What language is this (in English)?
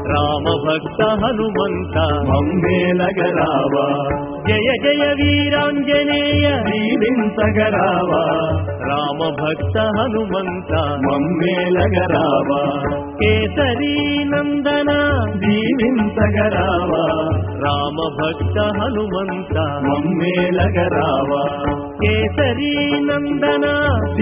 Telugu